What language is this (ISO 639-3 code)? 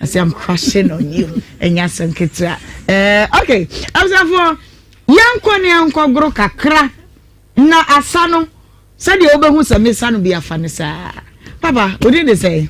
aka